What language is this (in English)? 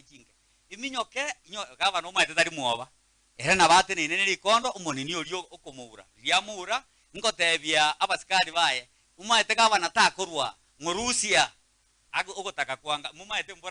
Gusii